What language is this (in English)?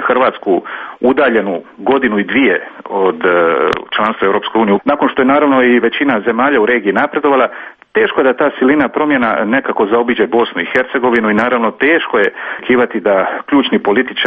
Croatian